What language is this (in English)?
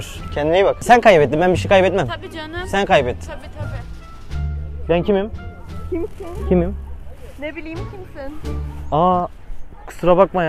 Turkish